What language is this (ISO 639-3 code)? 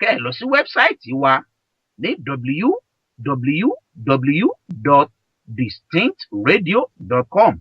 yor